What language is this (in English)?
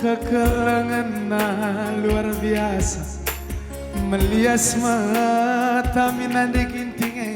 Batak Karo